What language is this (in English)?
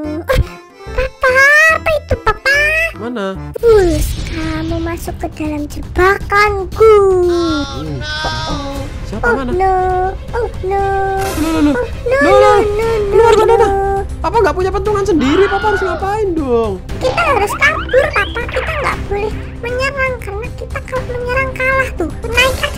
Indonesian